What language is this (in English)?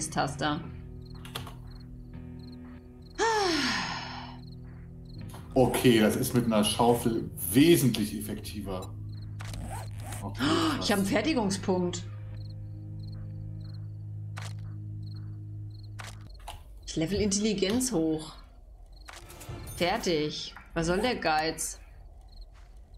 German